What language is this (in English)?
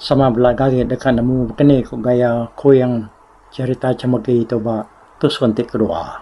Iban